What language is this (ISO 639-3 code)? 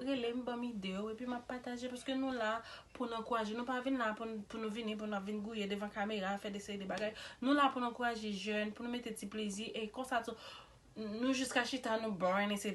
hat